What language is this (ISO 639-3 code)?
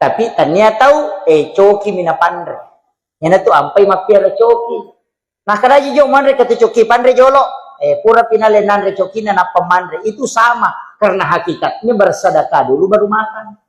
bug